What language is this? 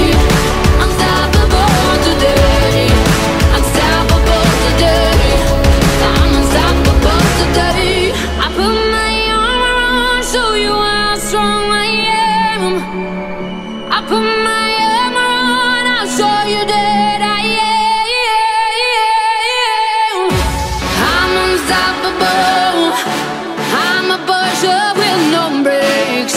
English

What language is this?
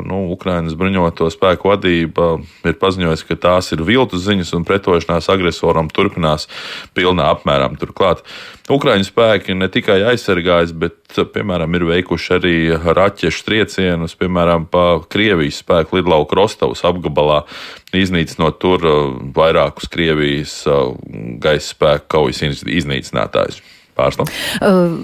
Latvian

